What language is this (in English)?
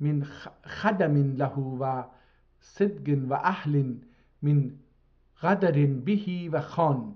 South Azerbaijani